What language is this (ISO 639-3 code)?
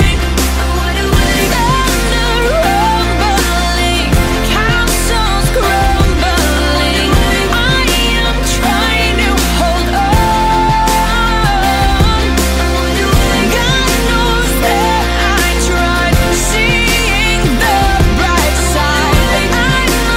eng